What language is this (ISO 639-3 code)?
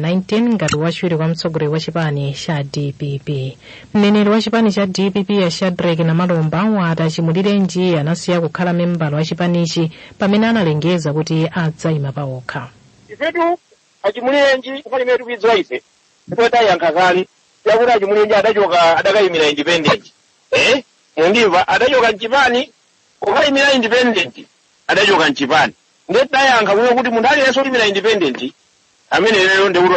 nya